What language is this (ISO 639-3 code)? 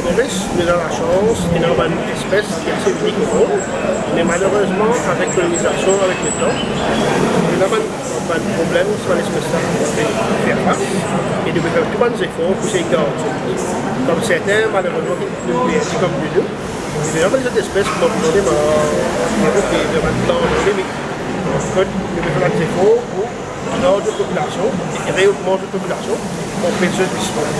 mfe